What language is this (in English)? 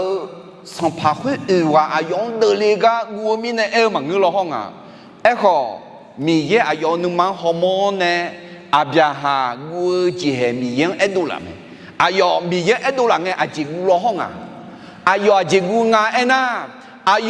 Akha